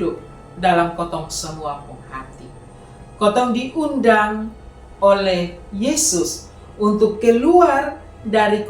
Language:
Kupang Malay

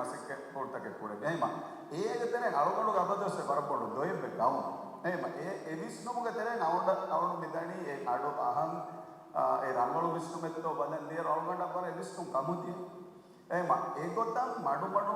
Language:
Divehi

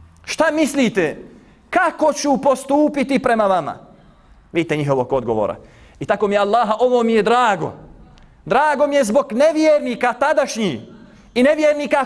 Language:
Bosnian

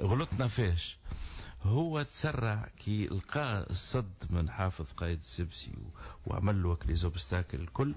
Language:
Tunisian Arabic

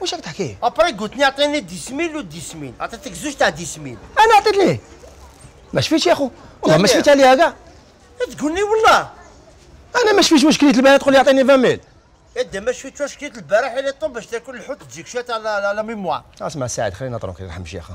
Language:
Algerian Arabic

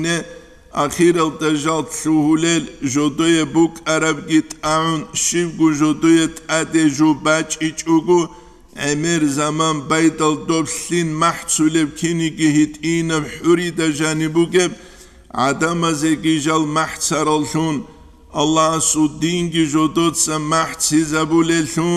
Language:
Avaric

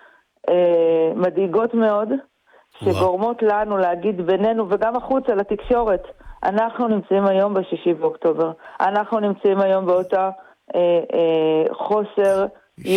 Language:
Hebrew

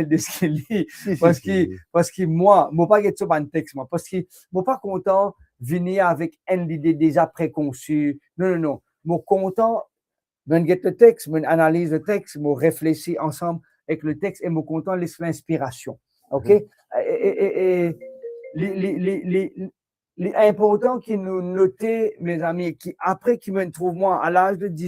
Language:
Morisyen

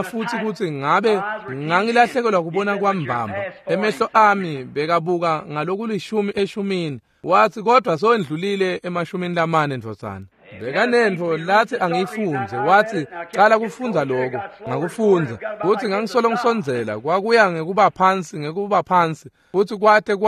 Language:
Swati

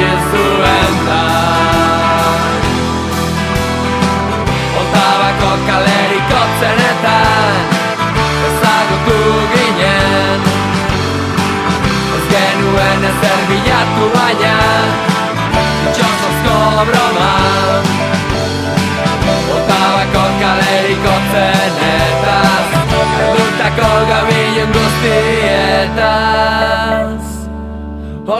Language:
Basque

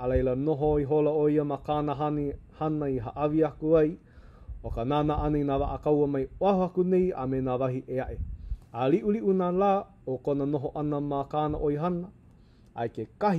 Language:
Hawaiian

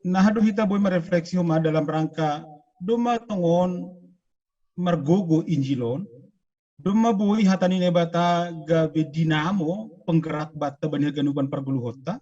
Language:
Batak Simalungun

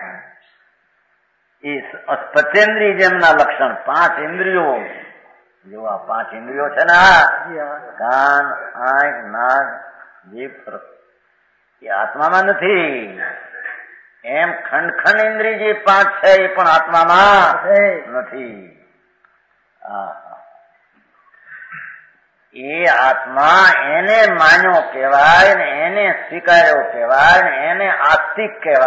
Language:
Gujarati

